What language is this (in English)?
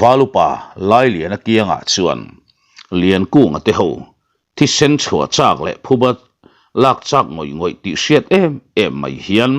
Mizo